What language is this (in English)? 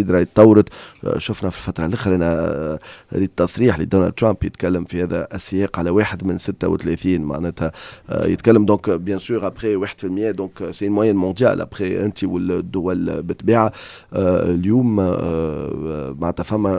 Tunisian Arabic